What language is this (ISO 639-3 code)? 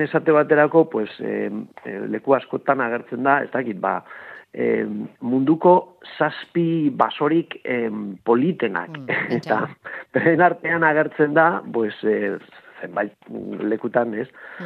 eus